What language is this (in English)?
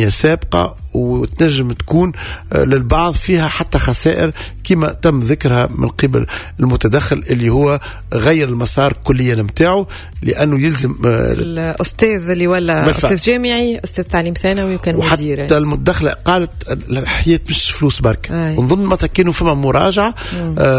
Tunisian Arabic